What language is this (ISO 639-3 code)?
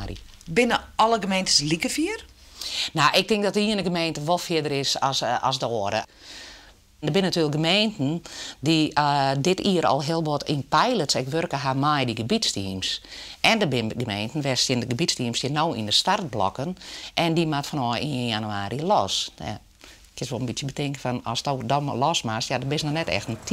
fry